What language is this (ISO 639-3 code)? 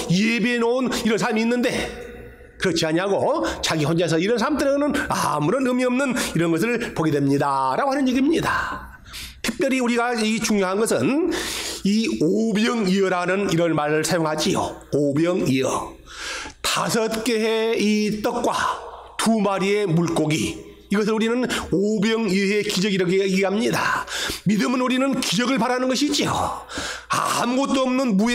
kor